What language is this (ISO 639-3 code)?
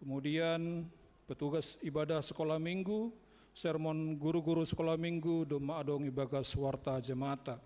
bts